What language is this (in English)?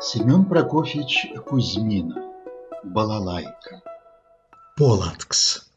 Erzya